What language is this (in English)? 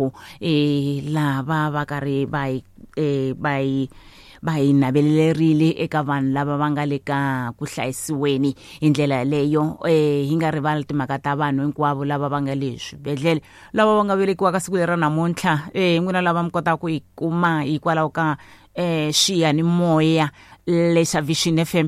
Tsonga